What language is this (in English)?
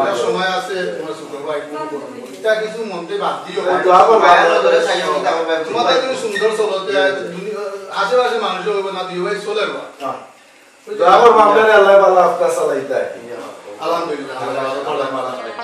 Sylheti